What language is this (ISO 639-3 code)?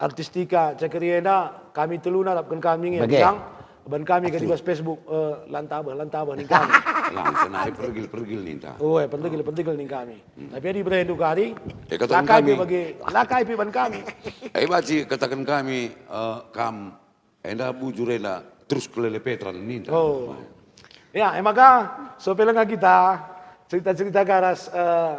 btx